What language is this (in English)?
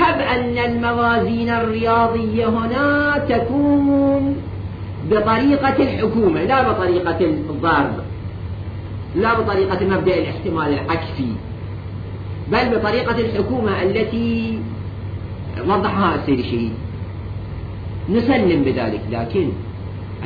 Arabic